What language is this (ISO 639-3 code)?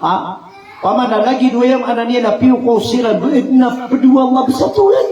mrw